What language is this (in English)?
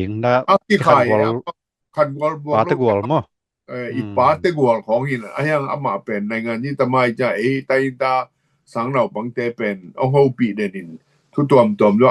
Tedim Chin